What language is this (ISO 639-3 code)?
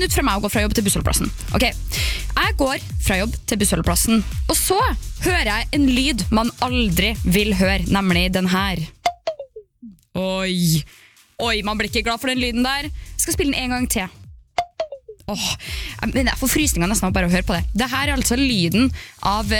nor